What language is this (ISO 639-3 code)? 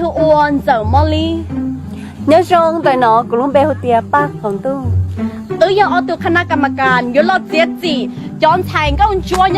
hmn